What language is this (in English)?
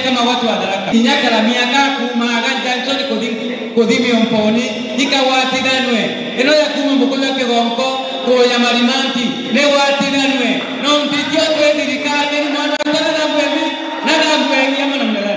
Meru